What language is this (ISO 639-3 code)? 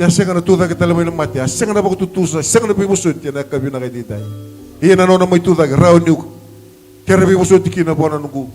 fij